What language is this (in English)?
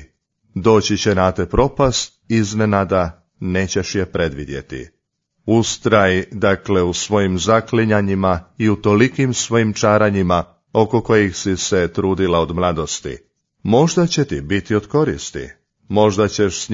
Croatian